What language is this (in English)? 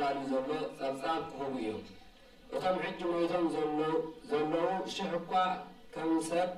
Tigrinya